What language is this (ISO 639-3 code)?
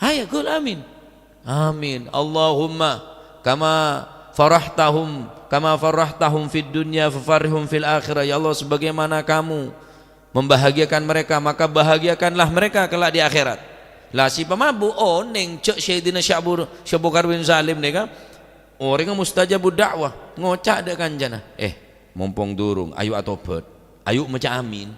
mad